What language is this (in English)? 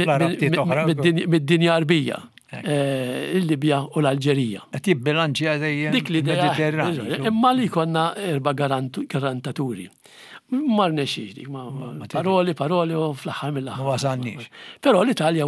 Maltese